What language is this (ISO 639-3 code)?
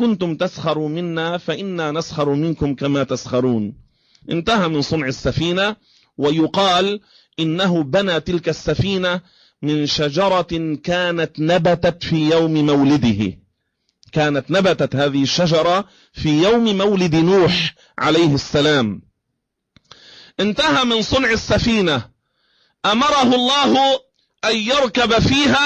ara